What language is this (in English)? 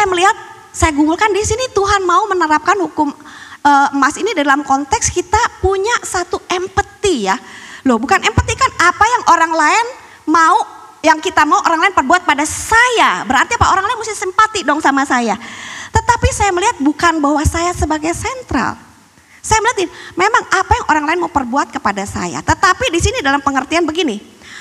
Indonesian